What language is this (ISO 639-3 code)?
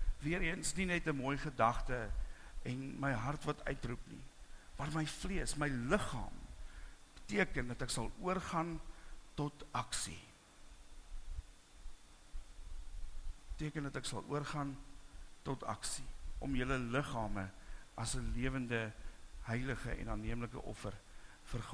afr